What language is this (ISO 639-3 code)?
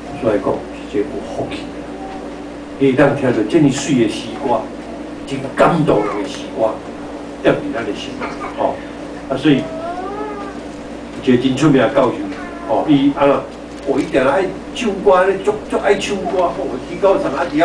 nan